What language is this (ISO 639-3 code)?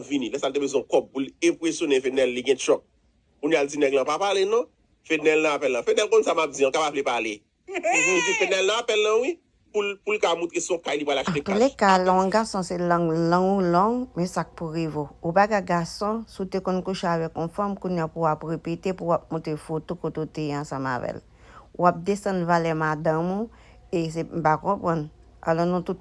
hat